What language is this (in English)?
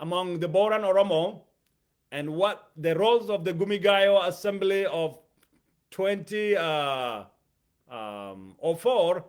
English